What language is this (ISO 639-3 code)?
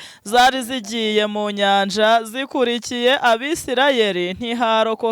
kin